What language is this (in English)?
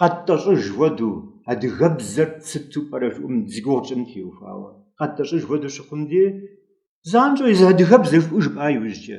Kabardian